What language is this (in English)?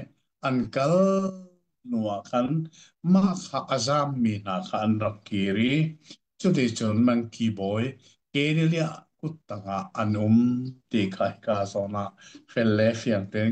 Hakha Chin